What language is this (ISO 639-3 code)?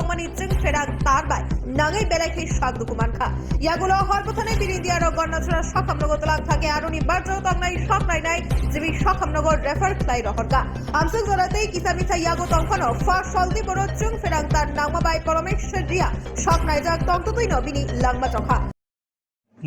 ria